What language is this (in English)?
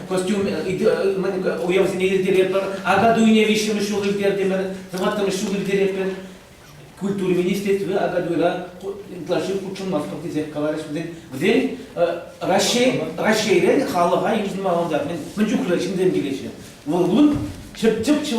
Chuvash